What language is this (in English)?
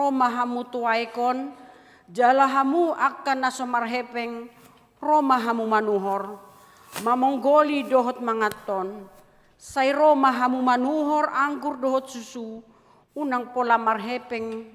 Batak Toba